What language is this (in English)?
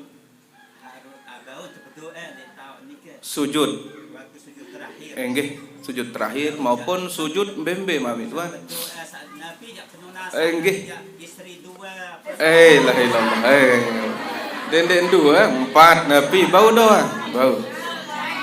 Sasak